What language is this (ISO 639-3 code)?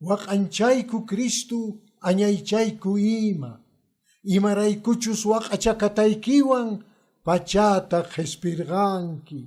que